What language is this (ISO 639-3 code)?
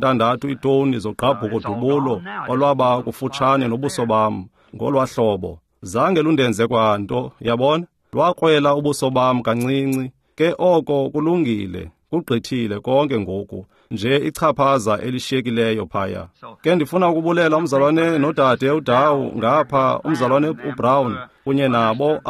xho